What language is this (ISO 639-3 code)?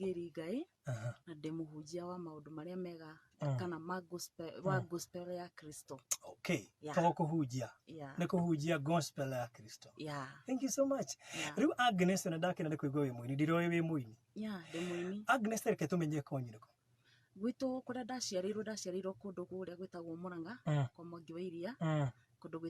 kik